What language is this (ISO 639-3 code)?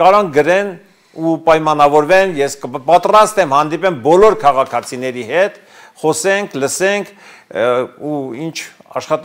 hye